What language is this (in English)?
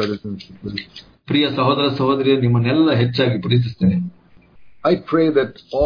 Kannada